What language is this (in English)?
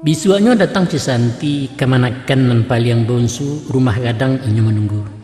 Minangkabau